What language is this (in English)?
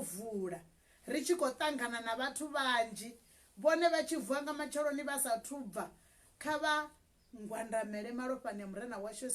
Venda